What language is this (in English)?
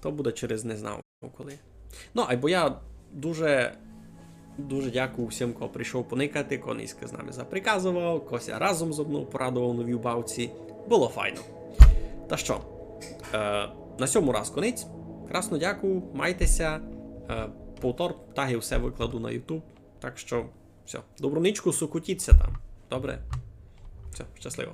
Rusyn